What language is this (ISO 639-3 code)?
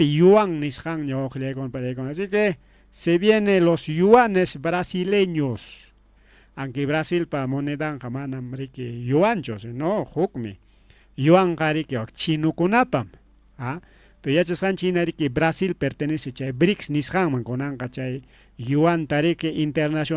quy